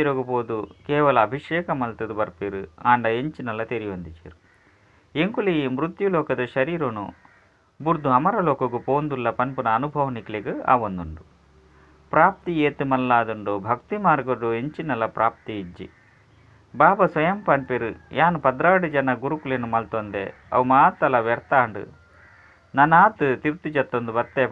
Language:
Tulu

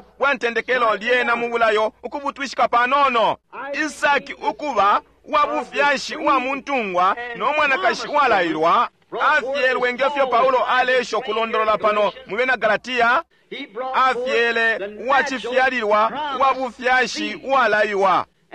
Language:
Bemba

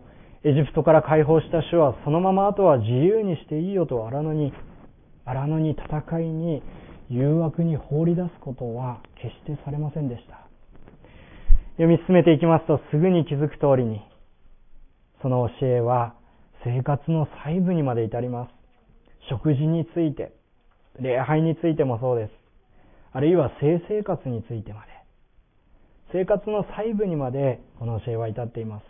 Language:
Japanese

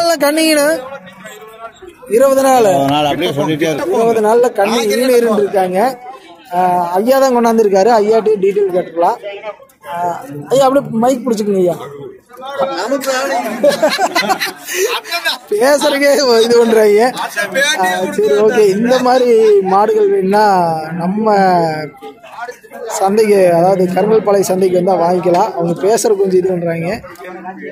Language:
Tamil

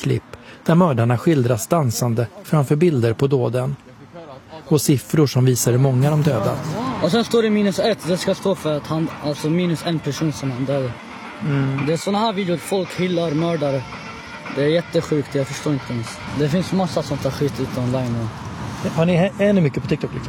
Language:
Swedish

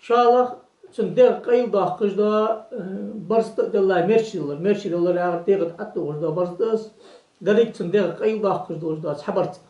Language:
Ingush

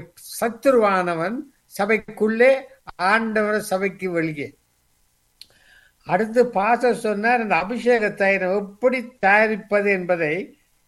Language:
Tamil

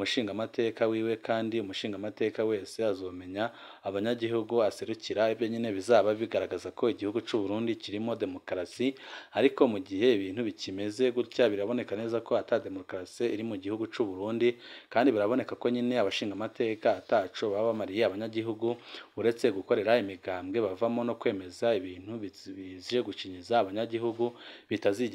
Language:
Rundi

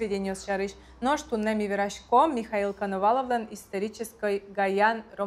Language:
Udmurt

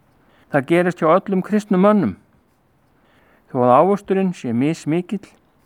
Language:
Icelandic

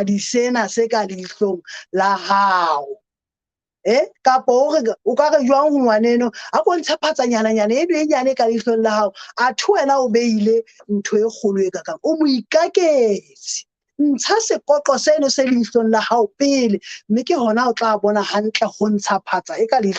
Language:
Southern Sotho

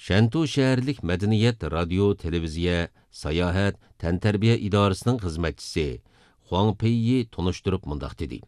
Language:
Uyghur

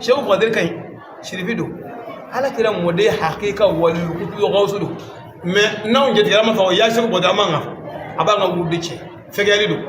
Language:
Bambara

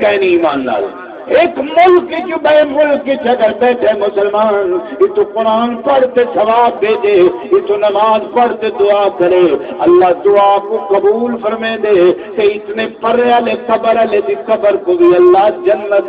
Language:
Saraiki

